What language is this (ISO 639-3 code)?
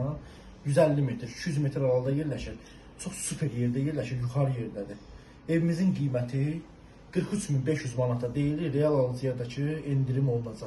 aze